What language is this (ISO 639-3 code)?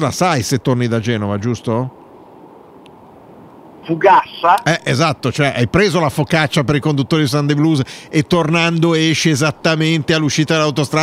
ita